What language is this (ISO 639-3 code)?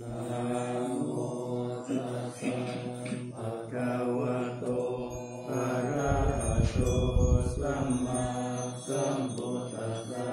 pli